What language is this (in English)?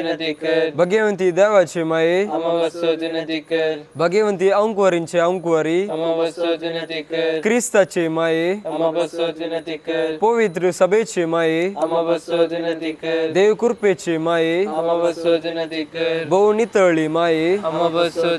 Konkani